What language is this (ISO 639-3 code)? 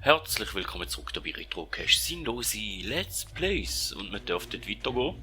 gsw